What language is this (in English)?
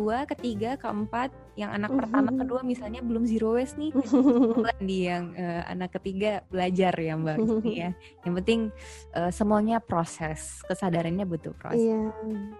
Indonesian